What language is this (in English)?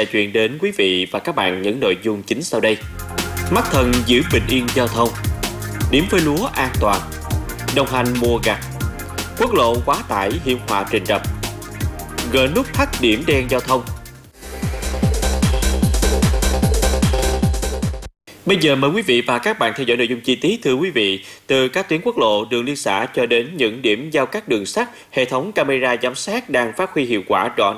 Vietnamese